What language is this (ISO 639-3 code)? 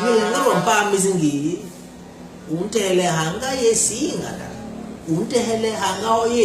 bas